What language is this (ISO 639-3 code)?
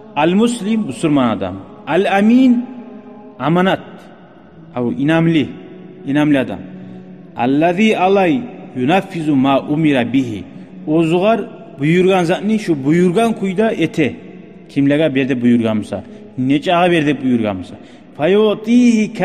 kum